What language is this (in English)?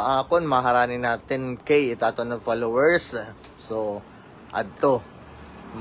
Waray